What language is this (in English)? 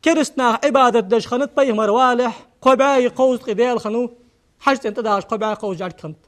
Ingush